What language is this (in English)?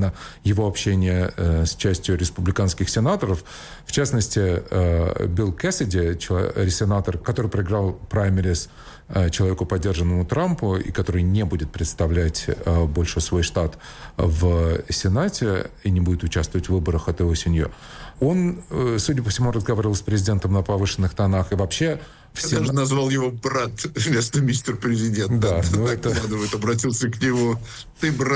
Russian